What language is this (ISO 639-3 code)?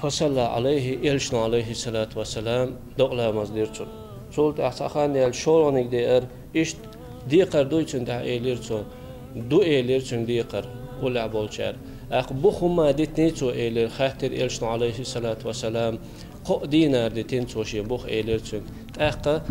che